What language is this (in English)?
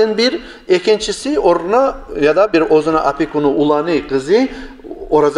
Kumyk